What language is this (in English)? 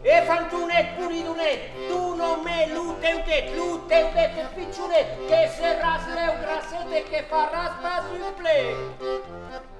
Occitan